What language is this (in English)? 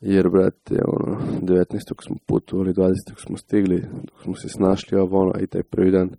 Serbian